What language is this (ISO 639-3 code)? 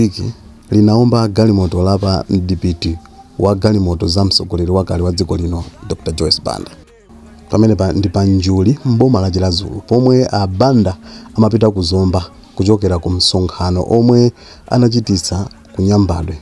nya